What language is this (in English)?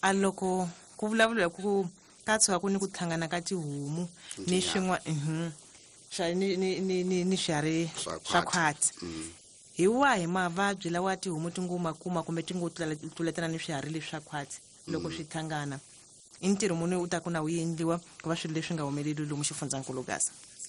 Tsonga